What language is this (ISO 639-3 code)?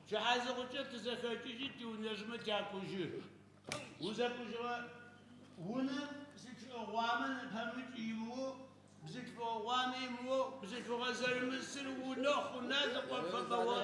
ady